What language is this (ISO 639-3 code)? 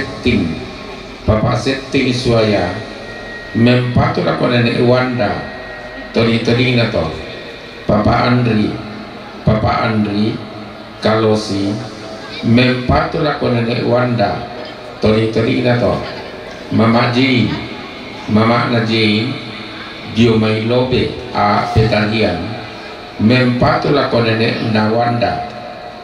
sda